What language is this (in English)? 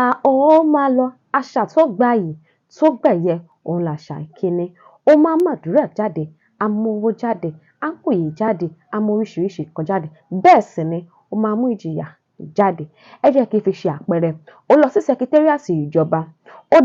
Yoruba